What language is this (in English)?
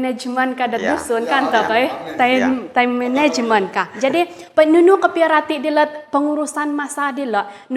Central Dusun